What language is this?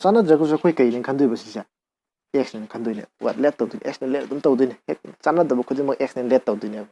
Manipuri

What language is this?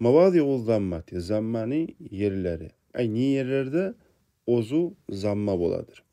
Kumyk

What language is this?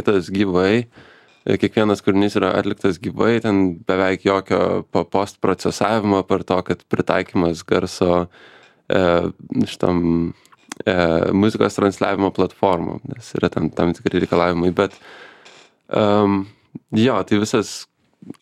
Lithuanian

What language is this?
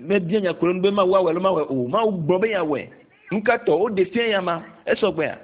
Ewe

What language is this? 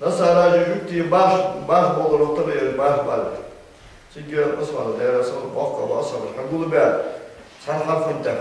Ingush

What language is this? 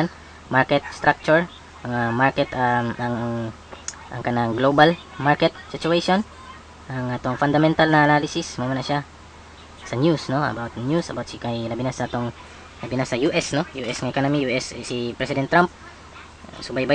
Cebuano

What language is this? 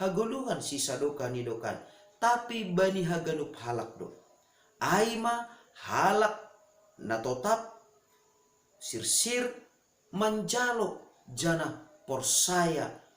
Batak Simalungun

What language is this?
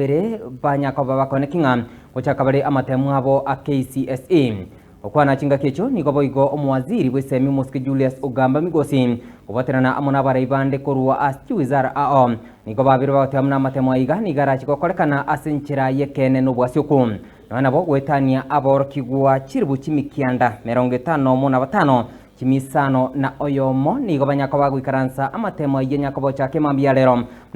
Gusii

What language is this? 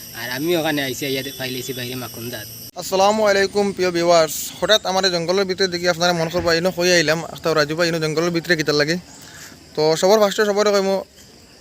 Sylheti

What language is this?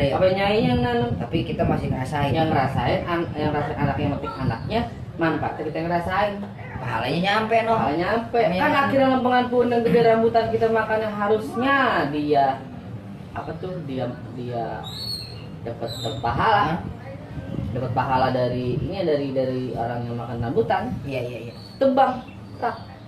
Betawi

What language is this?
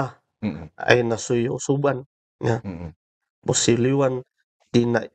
Kankanaey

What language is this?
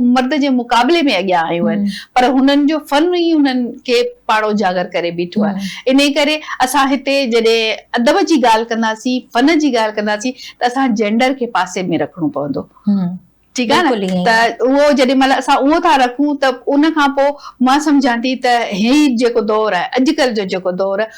Sindhi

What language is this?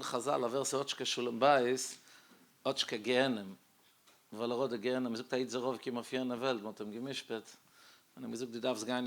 Yiddish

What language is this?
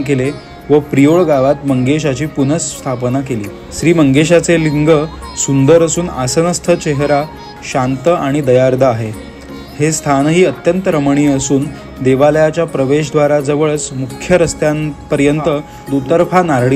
Marathi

